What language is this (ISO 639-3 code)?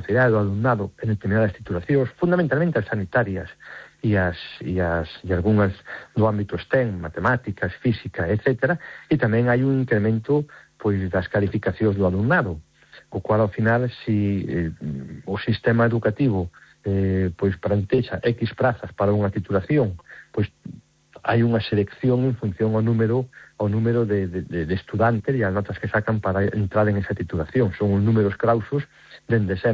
glg